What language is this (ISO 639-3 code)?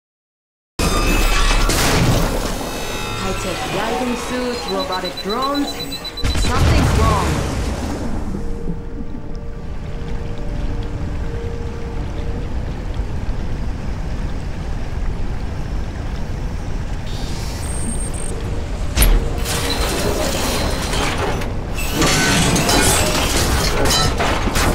eng